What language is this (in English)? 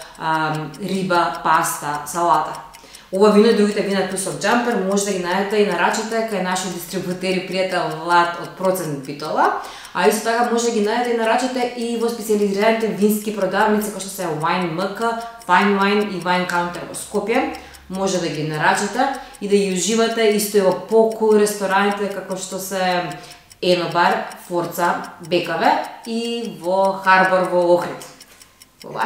Macedonian